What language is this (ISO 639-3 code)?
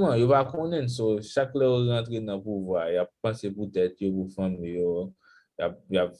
hat